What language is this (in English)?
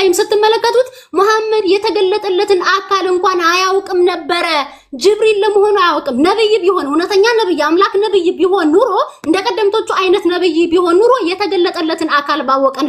Amharic